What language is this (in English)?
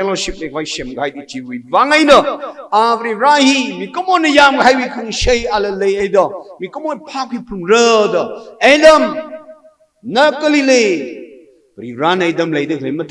Tangkhul Naga (India)